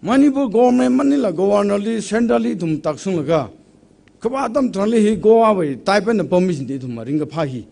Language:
Tangkhul Naga (India)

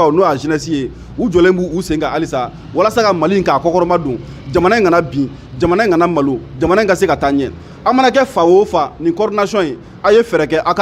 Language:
Bambara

